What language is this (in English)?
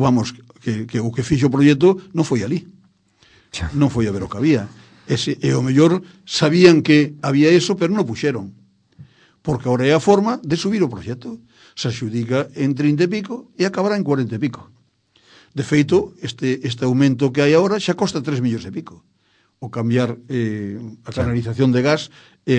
Galician